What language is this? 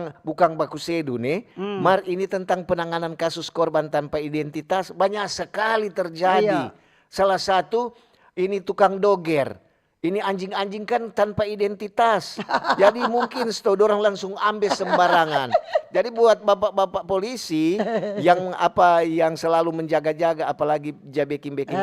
Manado Malay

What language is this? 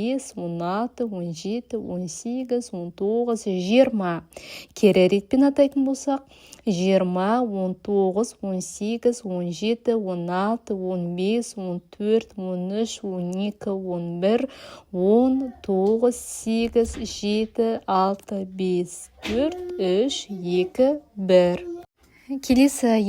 Kazakh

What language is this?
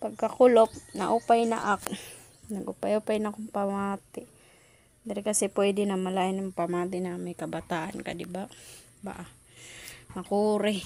Waray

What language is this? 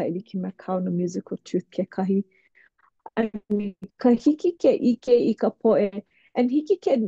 Hawaiian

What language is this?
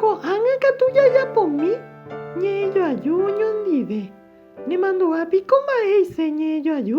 Guarani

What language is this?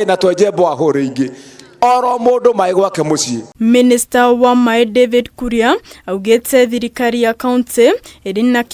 Kikuyu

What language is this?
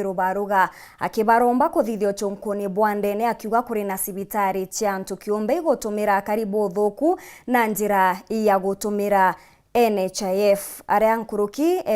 Meru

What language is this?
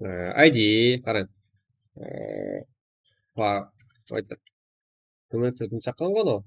Kara-Kalpak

